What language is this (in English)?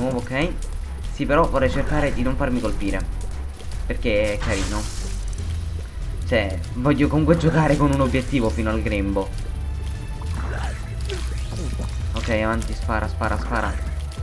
Italian